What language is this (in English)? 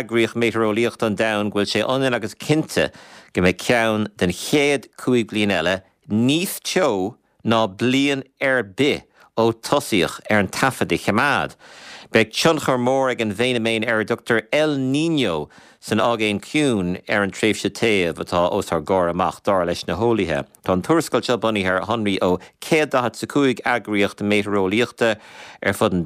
Irish